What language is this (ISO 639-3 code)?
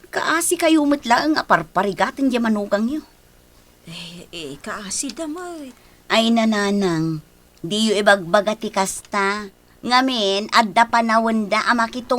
ilo